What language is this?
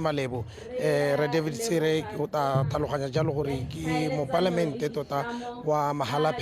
Tswana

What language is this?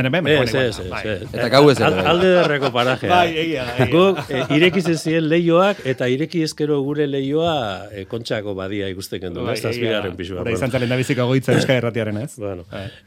Basque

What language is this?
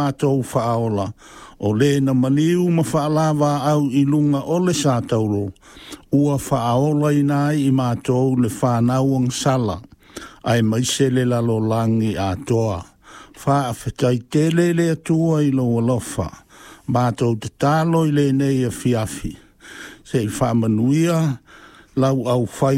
Samoan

